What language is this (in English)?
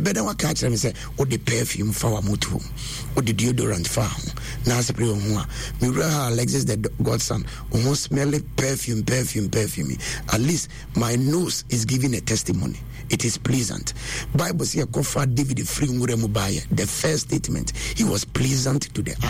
Akan